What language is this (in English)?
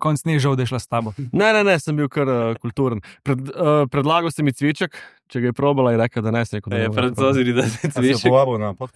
Slovenian